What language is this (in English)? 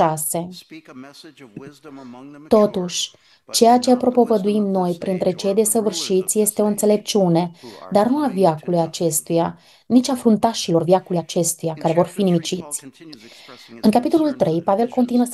Romanian